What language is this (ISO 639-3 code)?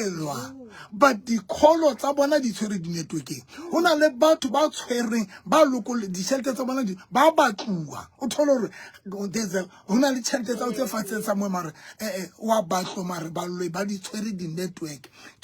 sot